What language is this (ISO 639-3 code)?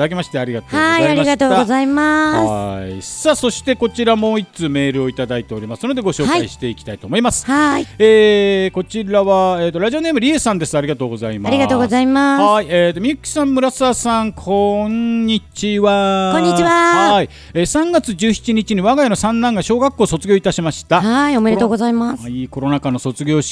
jpn